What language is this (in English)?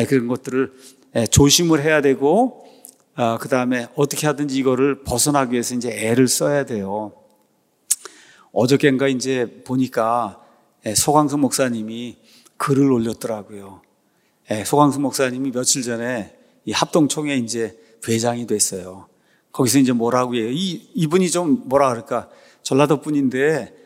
Korean